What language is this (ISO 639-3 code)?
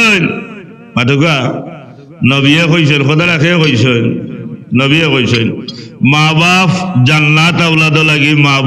syl